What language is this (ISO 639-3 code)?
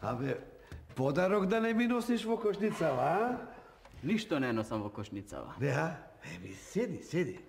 mkd